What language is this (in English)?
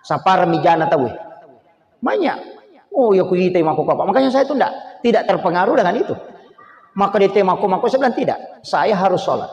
Buginese